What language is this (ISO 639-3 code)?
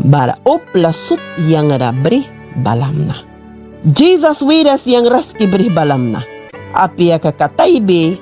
miq